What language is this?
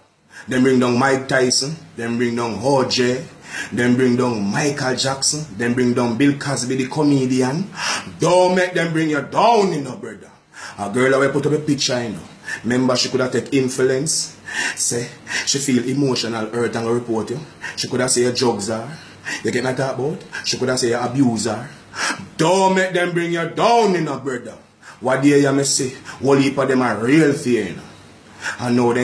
Jamaican Creole English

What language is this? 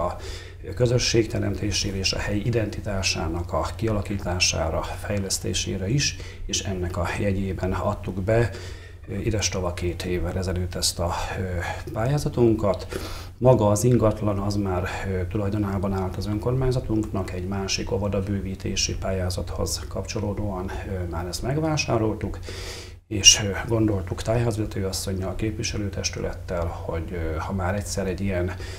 Hungarian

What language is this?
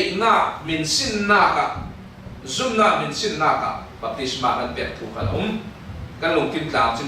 Falam Chin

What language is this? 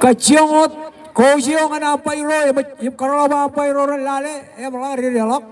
Marshallese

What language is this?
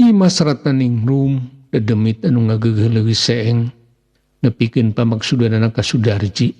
Sundanese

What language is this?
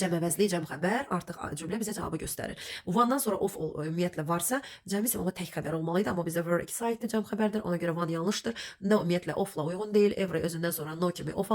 Azerbaijani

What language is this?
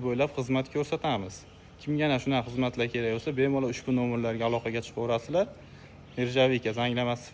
Uzbek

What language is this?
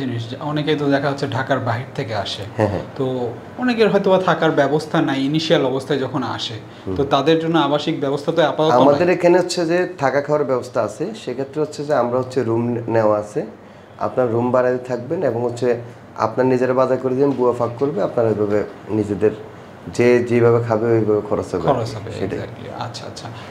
Bangla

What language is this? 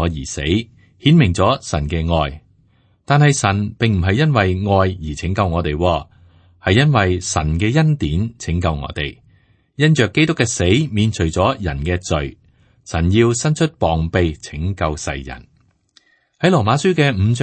Cantonese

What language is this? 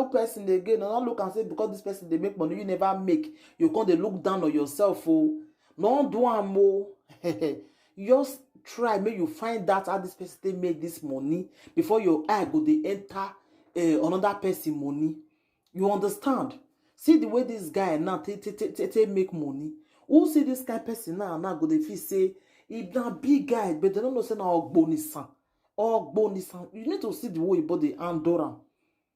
Nigerian Pidgin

